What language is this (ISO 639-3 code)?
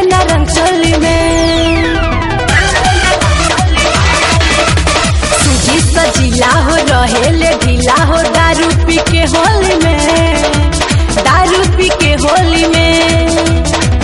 bho